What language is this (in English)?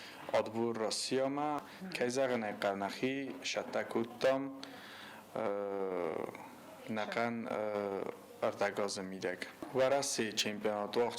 Ossetic